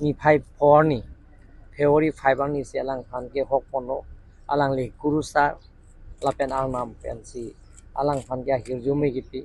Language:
Karbi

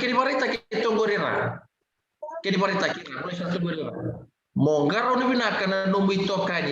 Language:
Fijian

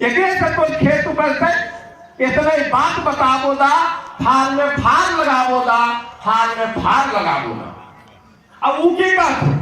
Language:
Magahi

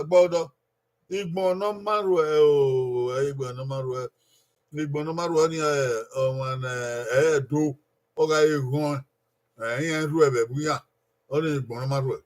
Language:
Bini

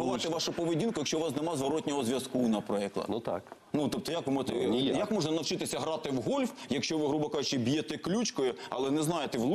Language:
Ukrainian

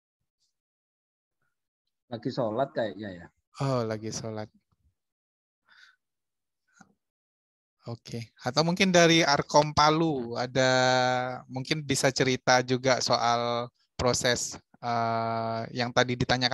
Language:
Indonesian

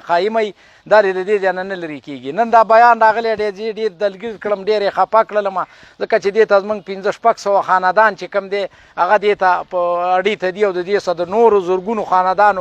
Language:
Pashto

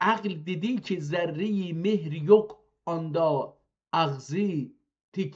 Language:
South Azerbaijani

